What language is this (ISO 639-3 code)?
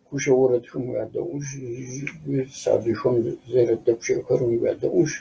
kbd